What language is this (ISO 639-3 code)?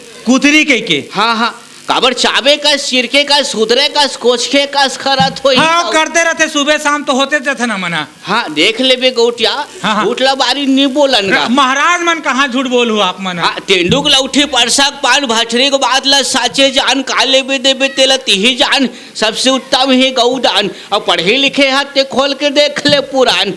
hne